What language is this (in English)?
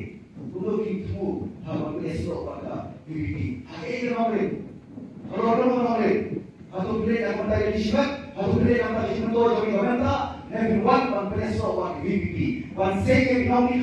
Khasi